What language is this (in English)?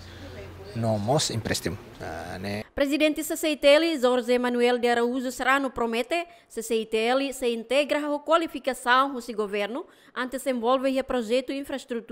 Tetum